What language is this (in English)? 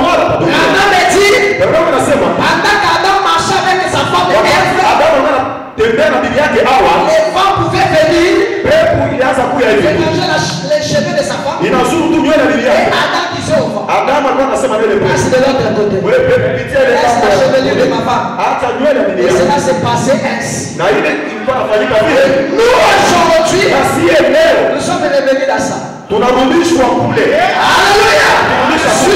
Swahili